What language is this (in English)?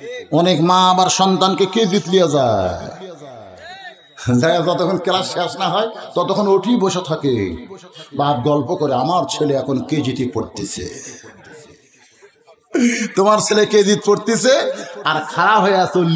Bangla